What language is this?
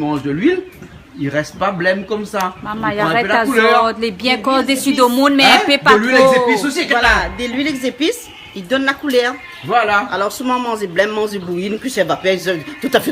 Réunion Creole French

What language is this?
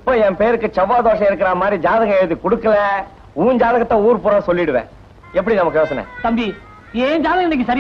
Tamil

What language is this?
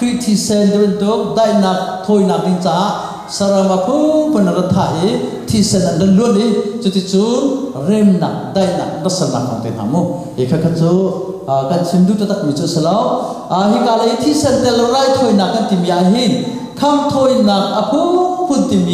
Hakha Chin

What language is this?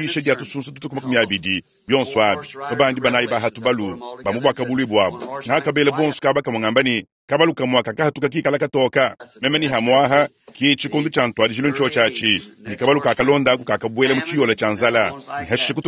Luba-Lulua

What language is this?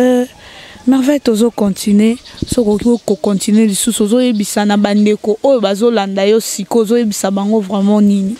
Lingala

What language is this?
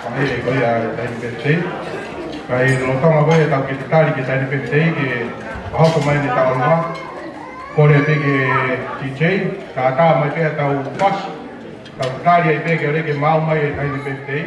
Tongan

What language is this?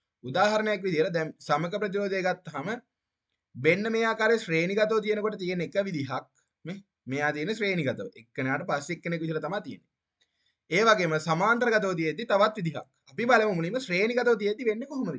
Sinhala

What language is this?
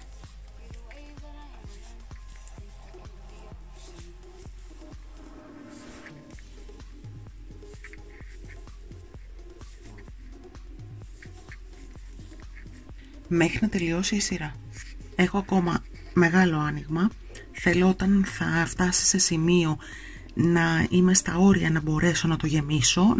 Greek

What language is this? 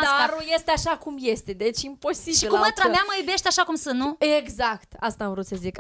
Romanian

